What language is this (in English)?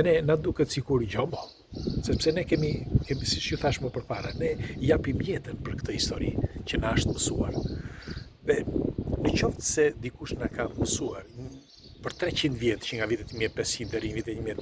Albanian